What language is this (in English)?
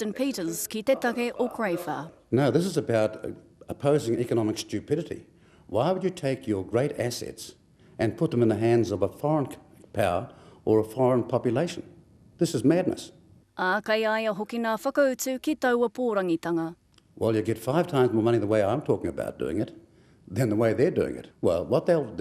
Māori